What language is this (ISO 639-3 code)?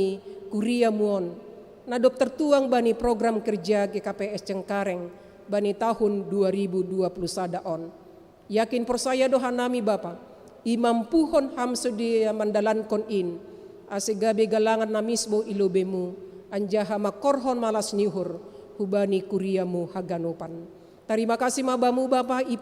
bts